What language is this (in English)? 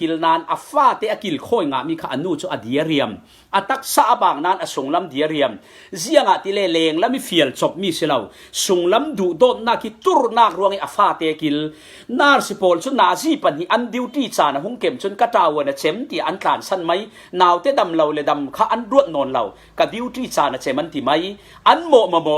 Falam Chin